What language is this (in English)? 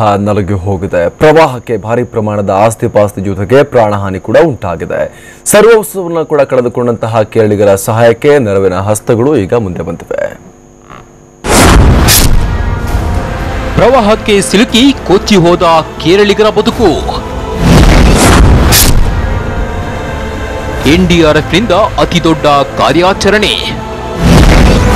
Kannada